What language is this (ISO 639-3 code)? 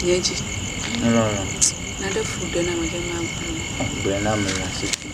ewe